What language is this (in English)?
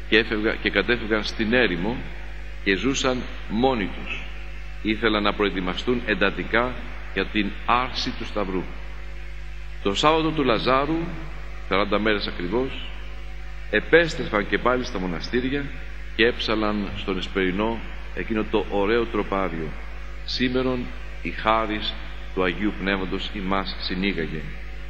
Greek